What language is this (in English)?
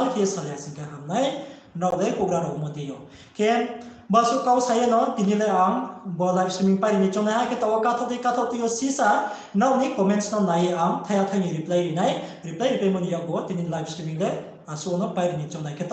Riang (India)